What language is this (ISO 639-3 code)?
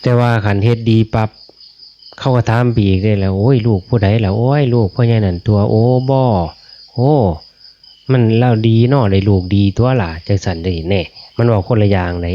lao